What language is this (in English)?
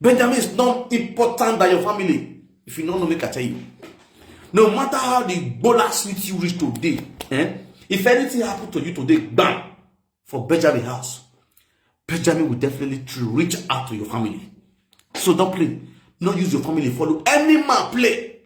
Nigerian Pidgin